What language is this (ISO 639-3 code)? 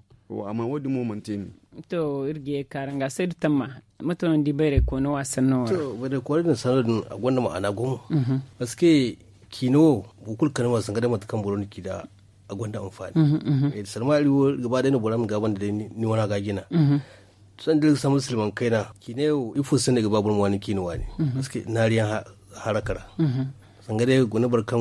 dje